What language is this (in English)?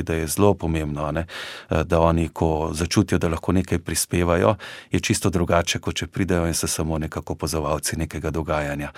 Slovenian